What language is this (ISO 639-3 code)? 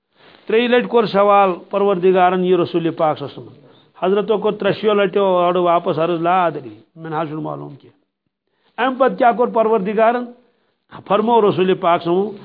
kas